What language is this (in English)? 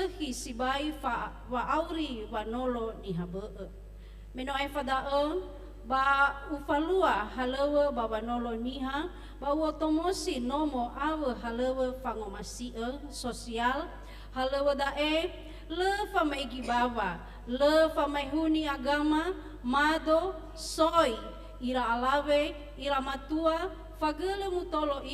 Nias